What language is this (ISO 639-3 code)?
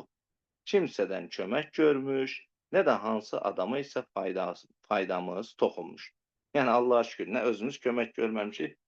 aze